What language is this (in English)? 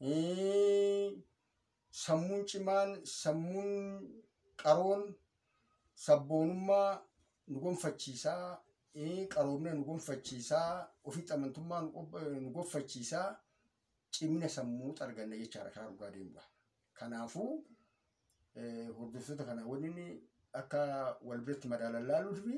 Oromo